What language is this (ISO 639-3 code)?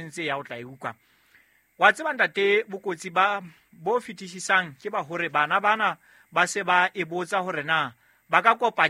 sot